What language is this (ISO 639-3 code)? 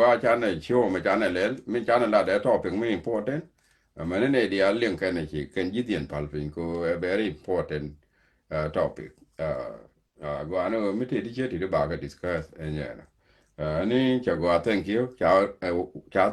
nus